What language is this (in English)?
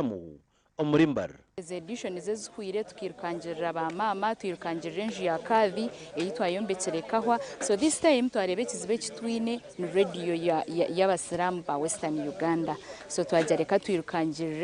Nyankole